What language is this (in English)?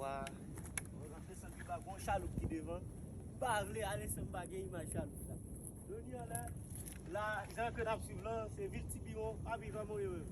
Haitian Creole